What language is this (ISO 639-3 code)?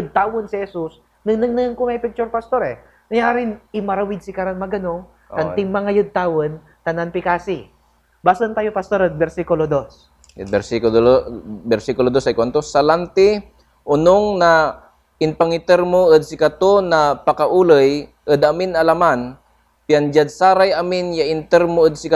pag